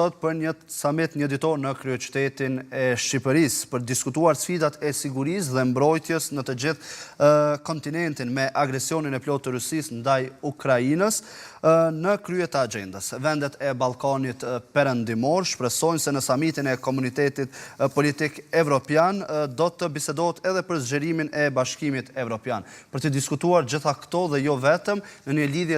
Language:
Albanian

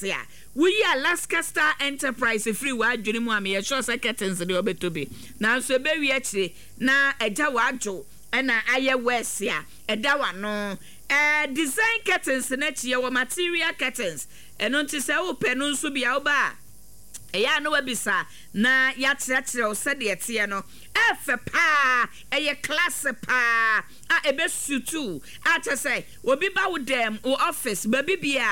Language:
Akan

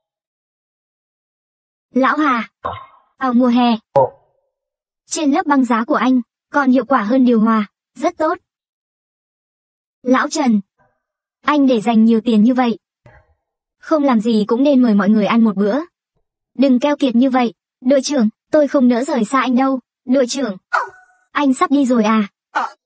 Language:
Vietnamese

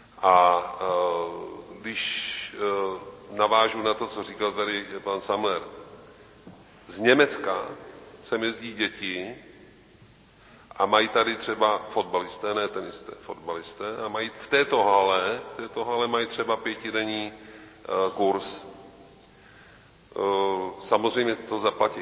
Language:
Czech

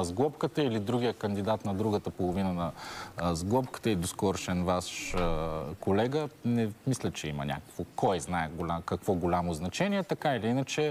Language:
Bulgarian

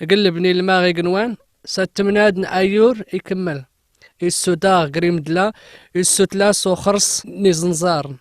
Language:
Kabyle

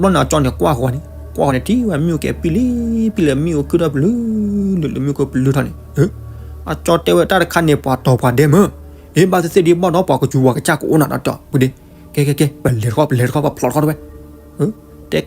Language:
S'gaw Karen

